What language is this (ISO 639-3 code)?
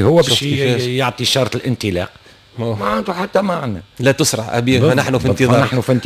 aeb